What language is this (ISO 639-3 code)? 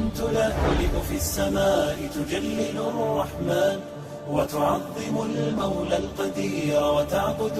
che